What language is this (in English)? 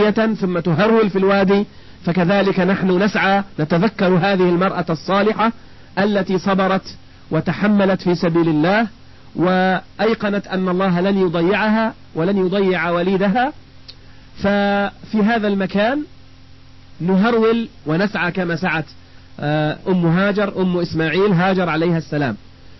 Arabic